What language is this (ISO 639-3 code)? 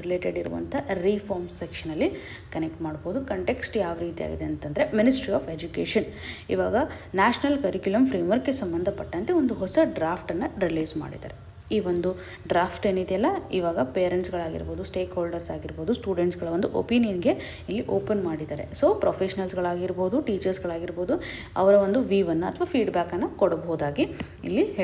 kan